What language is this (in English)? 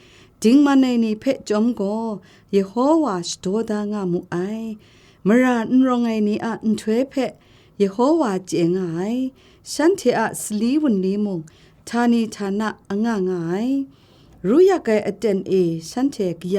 Kachin